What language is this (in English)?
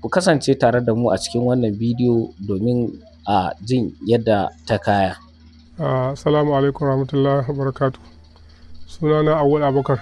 Hausa